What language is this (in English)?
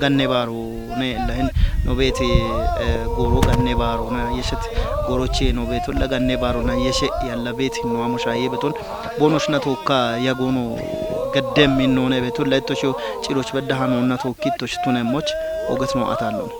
Kafa